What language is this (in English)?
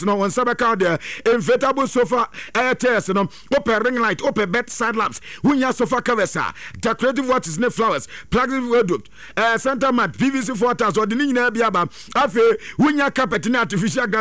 Akan